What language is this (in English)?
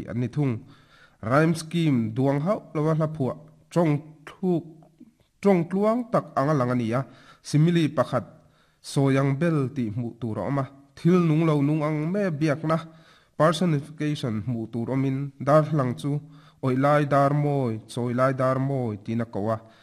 Mizo